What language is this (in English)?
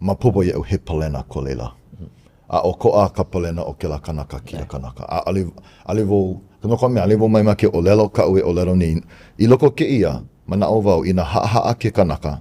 Hawaiian